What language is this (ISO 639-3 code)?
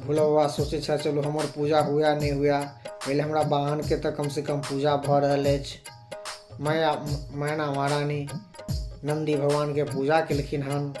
mai